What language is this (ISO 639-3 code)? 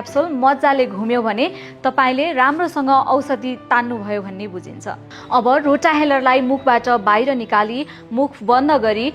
nep